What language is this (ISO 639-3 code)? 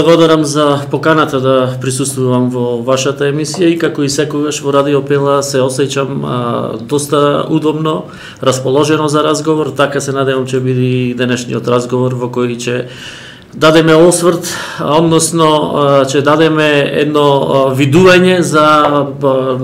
mkd